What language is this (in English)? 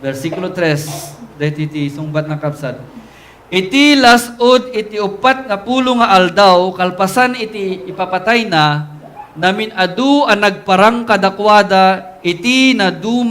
Iloko